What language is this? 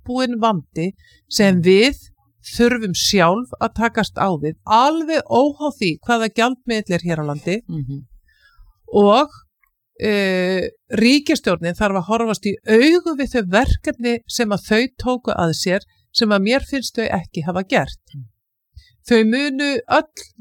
Icelandic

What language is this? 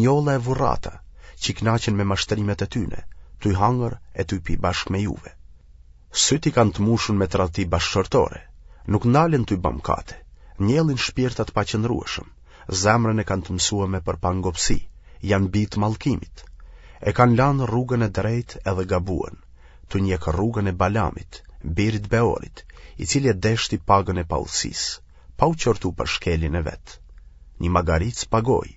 Albanian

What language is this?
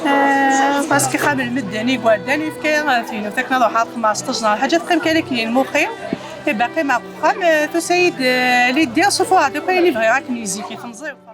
Kabyle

